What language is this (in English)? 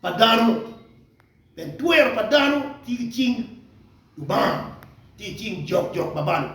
Acoli